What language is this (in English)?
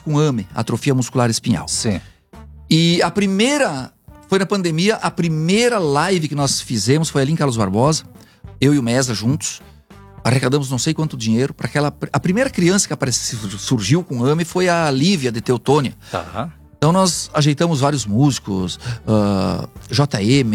Portuguese